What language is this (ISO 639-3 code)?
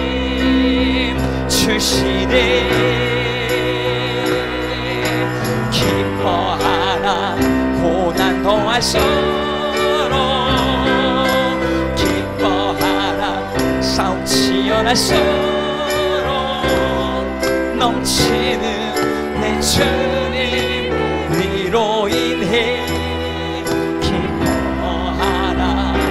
kor